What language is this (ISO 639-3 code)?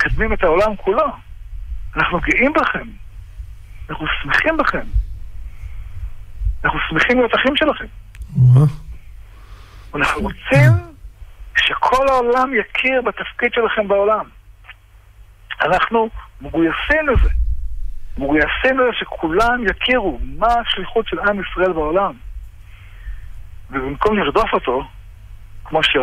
heb